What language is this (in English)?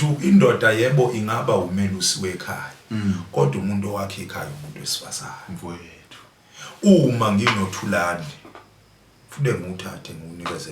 Zulu